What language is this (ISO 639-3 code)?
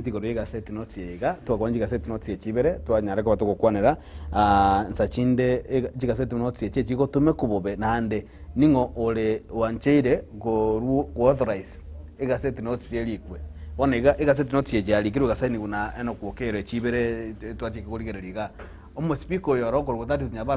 guz